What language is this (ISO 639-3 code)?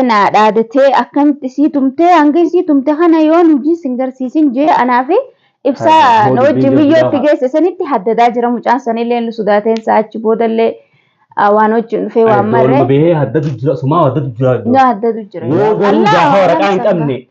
orm